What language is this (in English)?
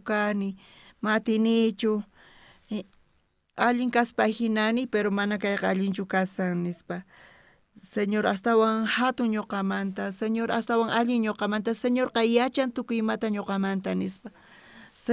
South Bolivian Quechua